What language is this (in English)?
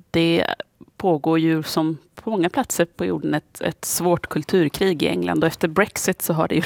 Swedish